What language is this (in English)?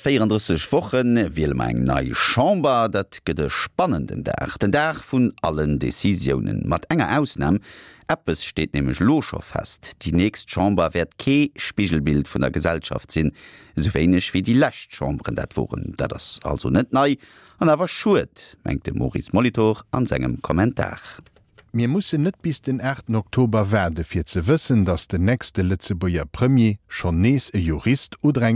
Luxembourgish